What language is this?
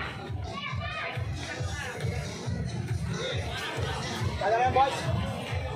Filipino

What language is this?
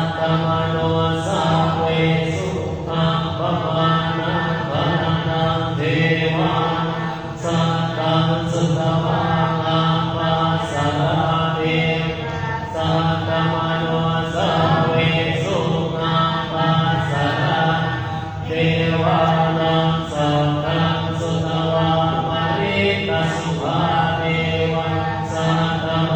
Pali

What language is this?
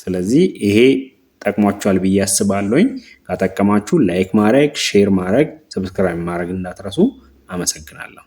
Amharic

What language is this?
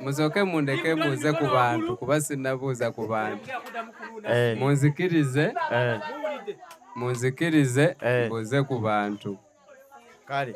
Ganda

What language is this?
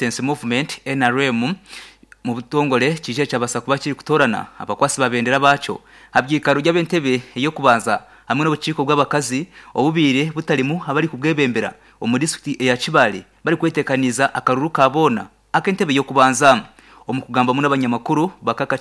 Nyankole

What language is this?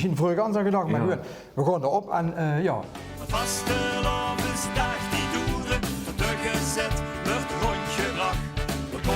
Limburgish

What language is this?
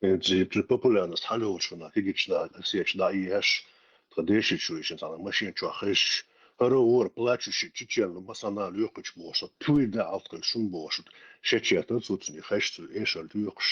Chechen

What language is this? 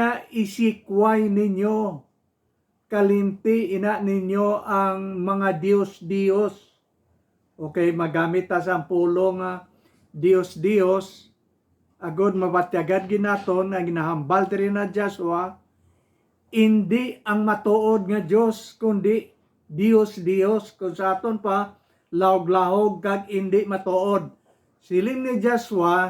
Hiligaynon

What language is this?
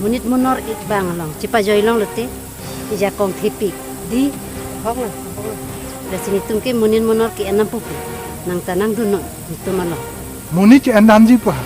Karbi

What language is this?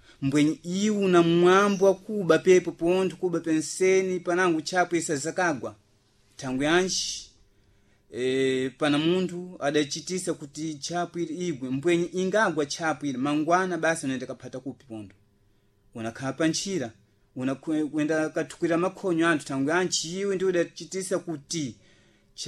Sena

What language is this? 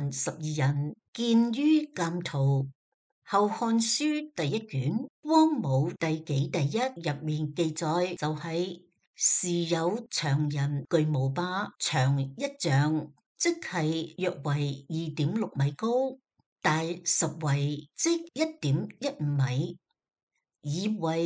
Cantonese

